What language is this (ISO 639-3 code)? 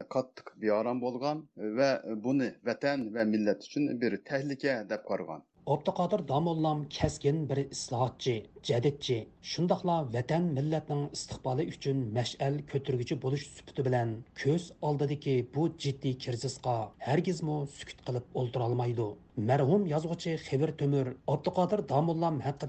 uig